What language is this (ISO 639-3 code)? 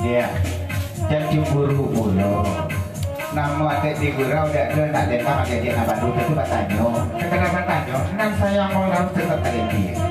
min